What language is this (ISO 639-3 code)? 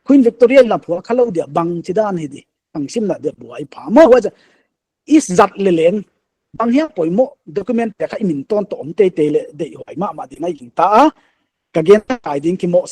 pck